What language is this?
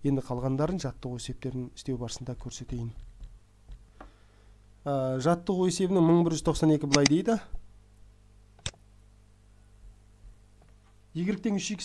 Kazakh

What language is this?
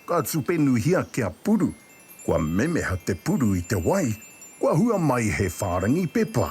Māori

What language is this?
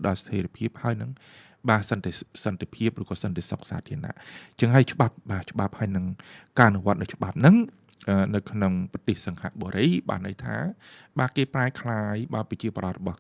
Khmer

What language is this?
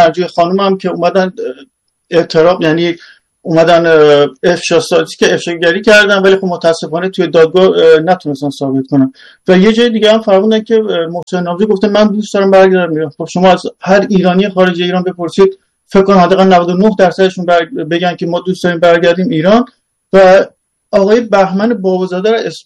Persian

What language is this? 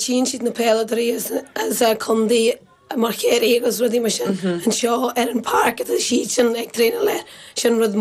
Irish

